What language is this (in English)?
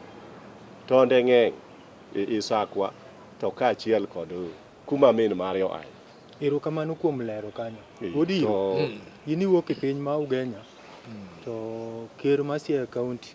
Luo (Kenya and Tanzania)